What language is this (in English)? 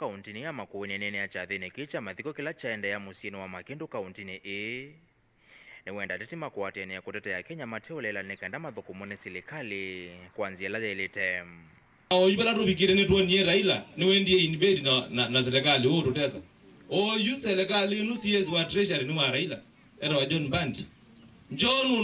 Kamba